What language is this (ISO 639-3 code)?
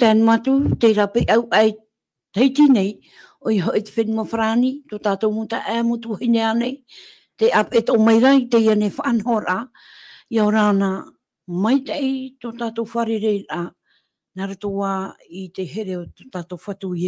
tah